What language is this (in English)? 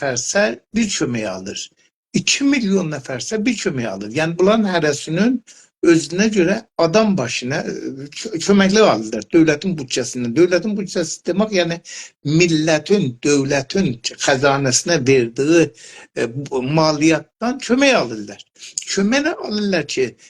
South Azerbaijani